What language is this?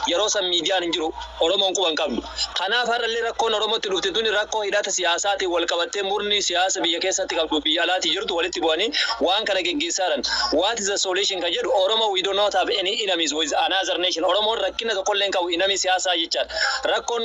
Oromo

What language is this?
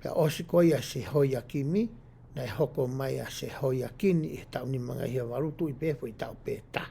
Tongan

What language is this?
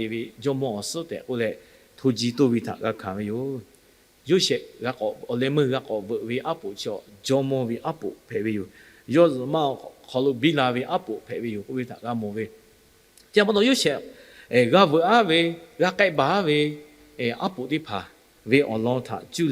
Lahu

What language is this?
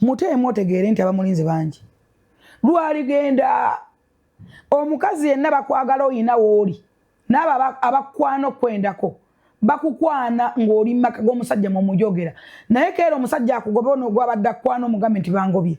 Ganda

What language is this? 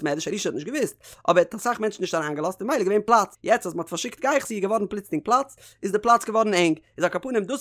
Yiddish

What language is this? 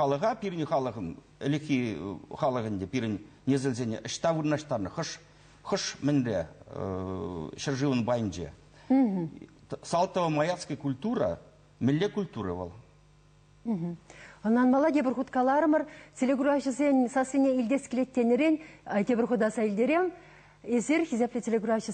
Chuvash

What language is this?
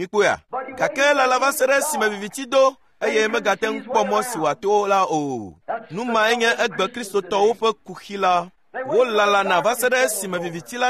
Ewe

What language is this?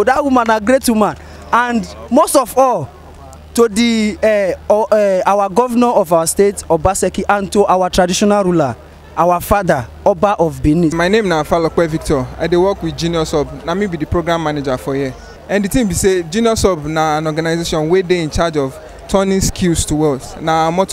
Nigerian Pidgin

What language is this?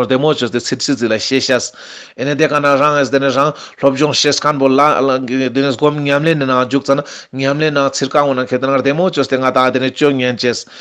Ladakhi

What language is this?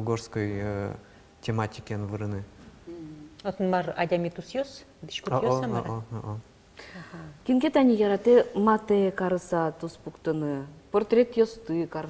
Udmurt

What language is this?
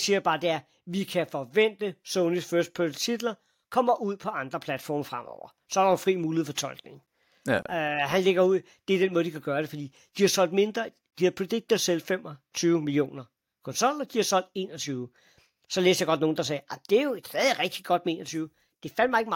Danish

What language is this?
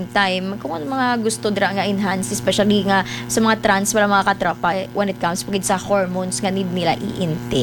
Hiligaynon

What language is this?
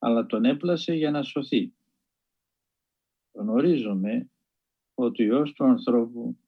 Greek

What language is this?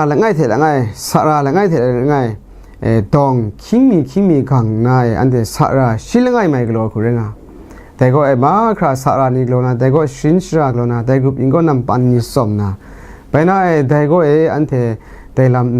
Kachin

